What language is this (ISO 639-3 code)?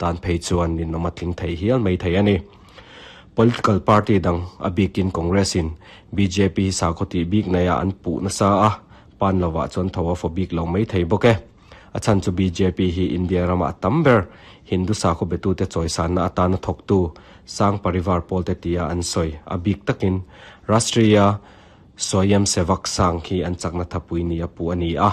lus